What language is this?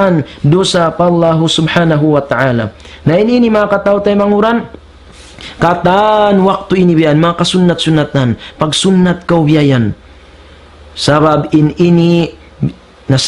Tausug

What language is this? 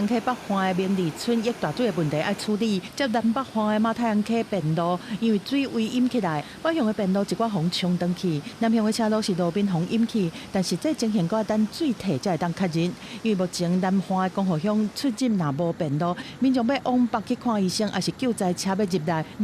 Min Nan Chinese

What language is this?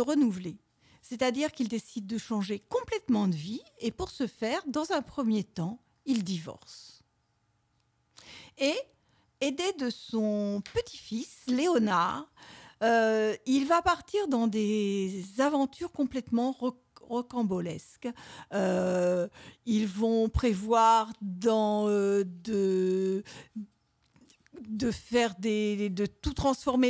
French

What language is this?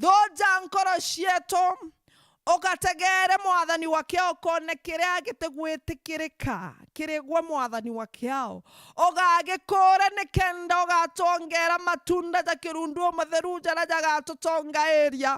Meru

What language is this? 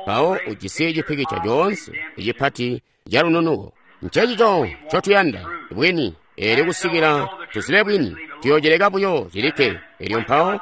Tonga (Zambia)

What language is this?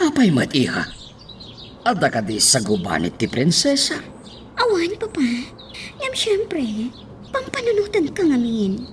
Iloko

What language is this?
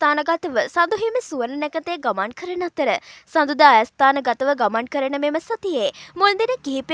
Sinhala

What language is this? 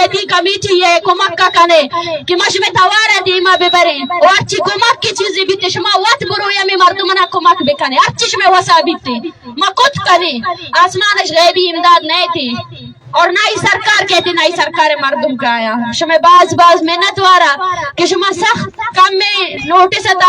Baluchi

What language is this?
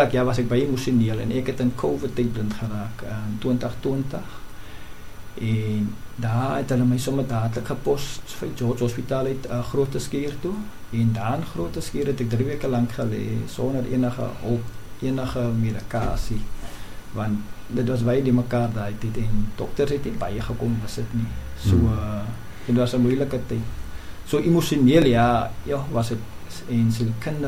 Afrikaans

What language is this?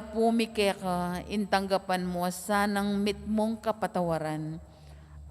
Pampanga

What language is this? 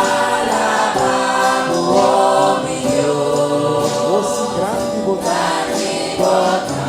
Papiamento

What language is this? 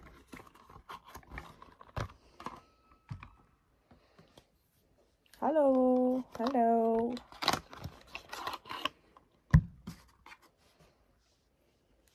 Dutch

